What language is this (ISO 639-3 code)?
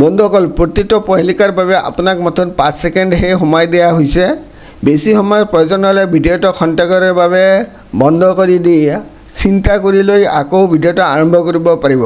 asm